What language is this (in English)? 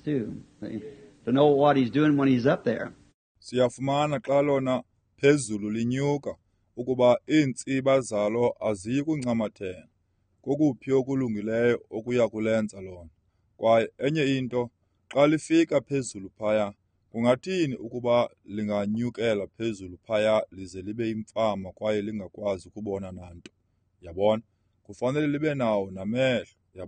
Xhosa